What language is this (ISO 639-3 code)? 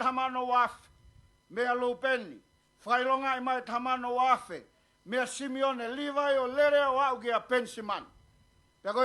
ton